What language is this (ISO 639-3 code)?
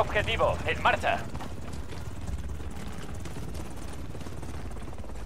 spa